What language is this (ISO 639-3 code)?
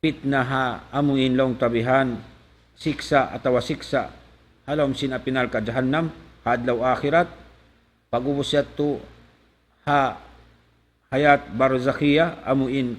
tsg